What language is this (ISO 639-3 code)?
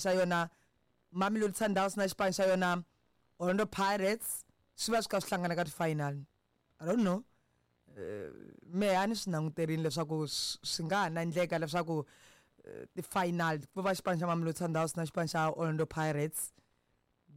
tso